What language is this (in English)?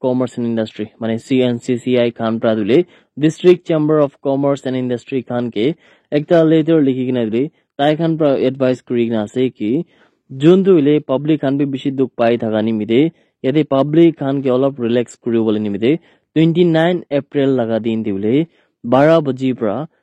Naga Pidgin